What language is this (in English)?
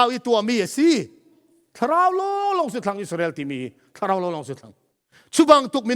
Falam Chin